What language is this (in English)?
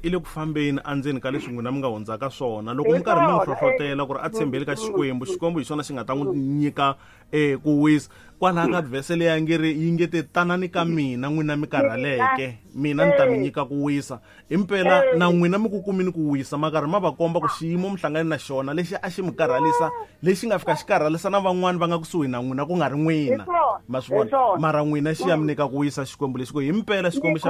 Tsonga